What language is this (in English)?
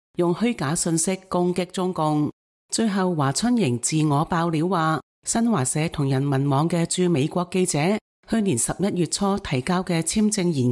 Cantonese